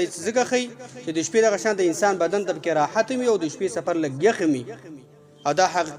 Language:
Pashto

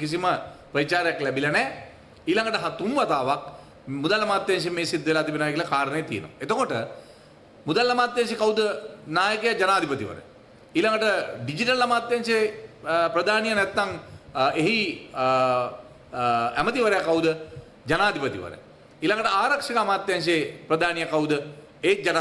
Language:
Sinhala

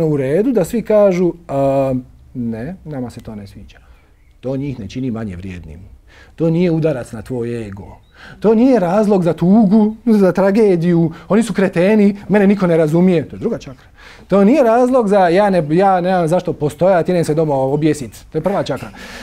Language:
Croatian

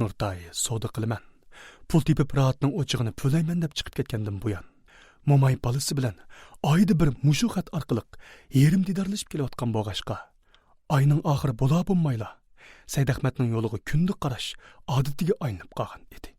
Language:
Uyghur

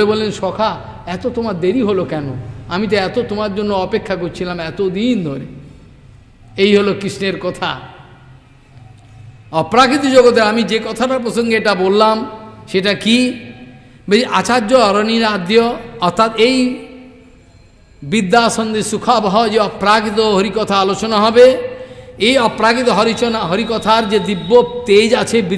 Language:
Bangla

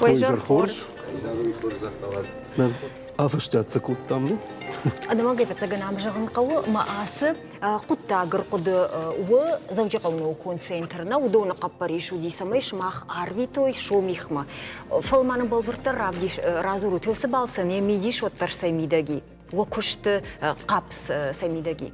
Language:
Ossetic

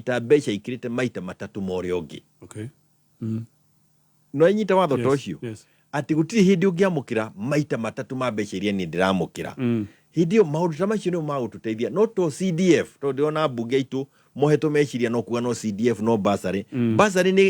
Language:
Kikuyu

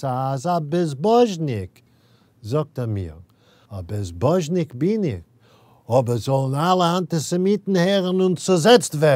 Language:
Yiddish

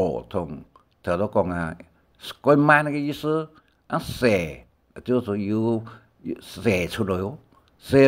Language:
Hakka Chinese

